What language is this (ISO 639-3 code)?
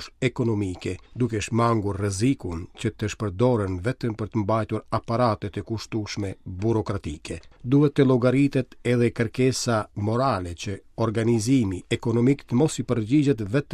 sqi